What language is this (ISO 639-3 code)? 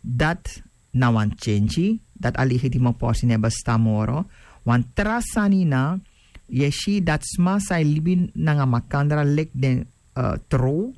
srn